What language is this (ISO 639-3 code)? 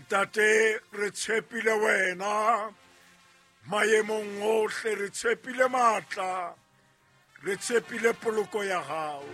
sot